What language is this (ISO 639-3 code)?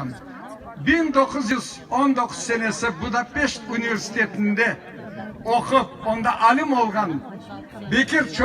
crh